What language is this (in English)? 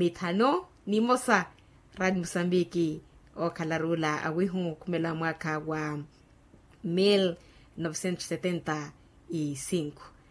Makhuwa